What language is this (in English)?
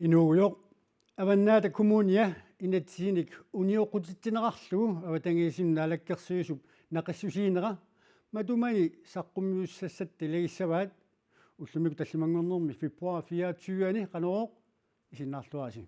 Kalaallisut